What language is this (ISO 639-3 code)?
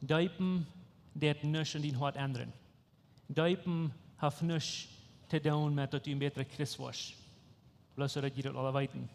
pdt